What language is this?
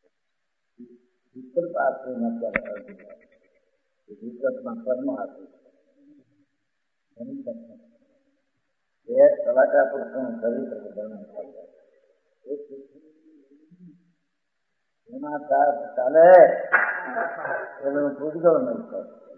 Gujarati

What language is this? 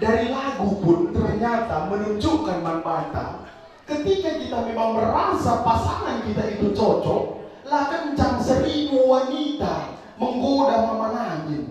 Batak Karo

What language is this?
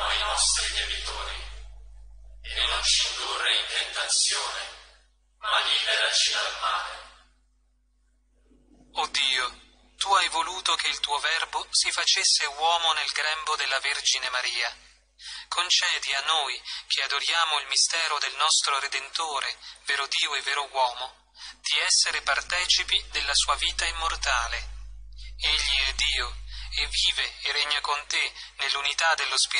Italian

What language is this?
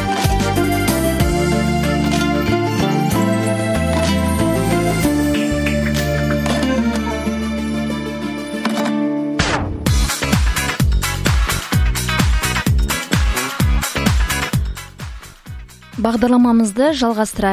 Kazakh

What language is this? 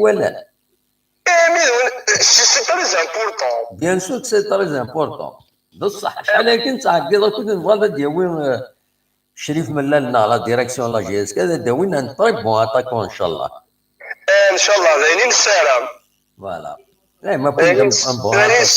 Kabyle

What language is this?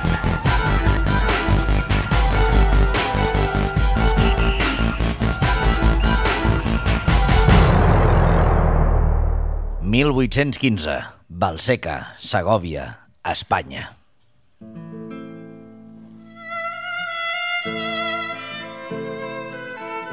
Catalan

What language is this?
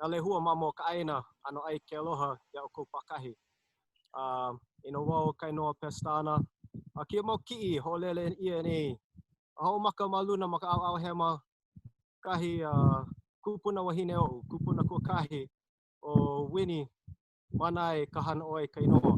Hawaiian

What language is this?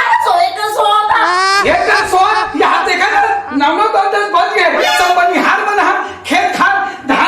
Chhattisgarhi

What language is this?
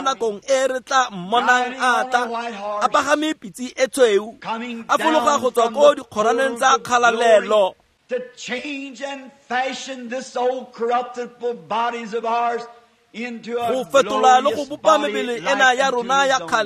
Tswana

